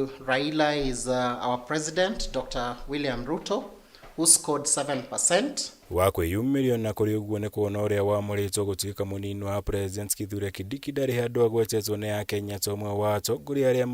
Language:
Kikuyu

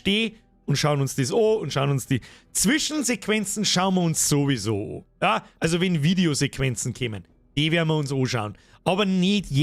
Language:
Bavarian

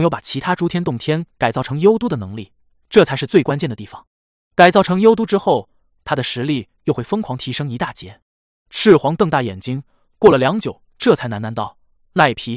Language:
Chinese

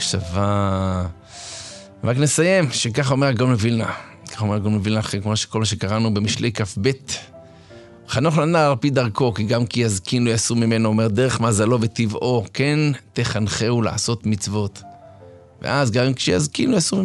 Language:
Hebrew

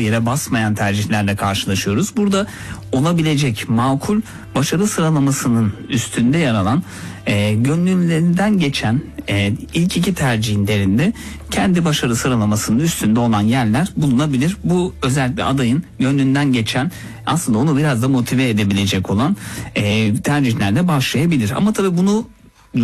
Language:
Turkish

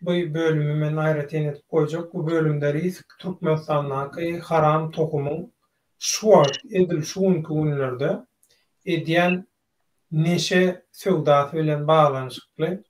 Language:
Turkmen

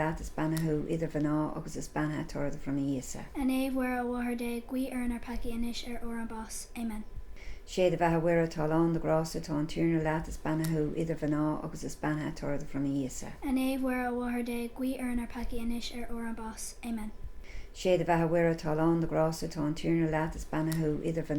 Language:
Irish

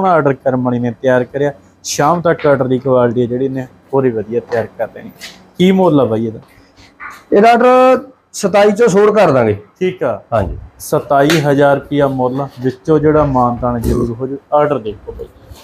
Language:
Punjabi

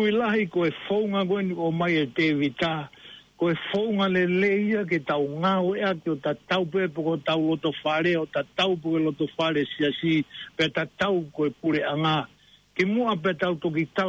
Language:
Tongan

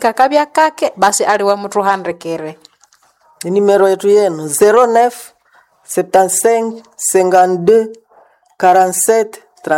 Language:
Nande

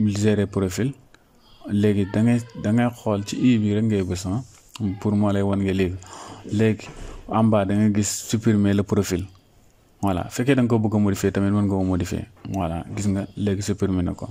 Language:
Wolof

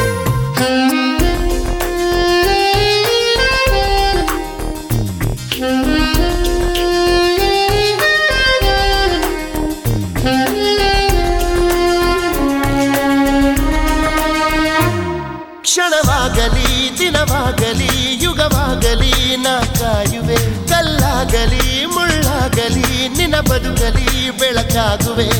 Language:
Kannada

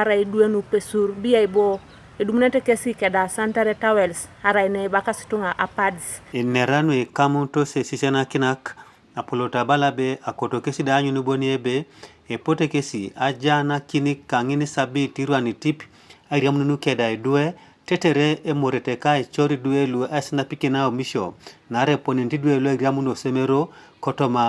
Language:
Teso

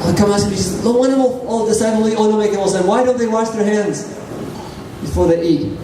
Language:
Tok Pisin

